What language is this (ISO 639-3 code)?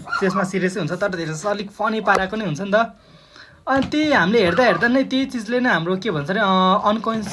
nep